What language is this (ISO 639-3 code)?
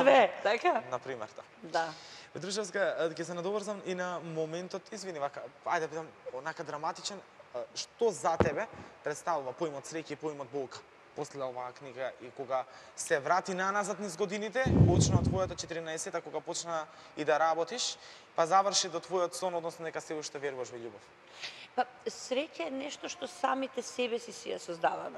mkd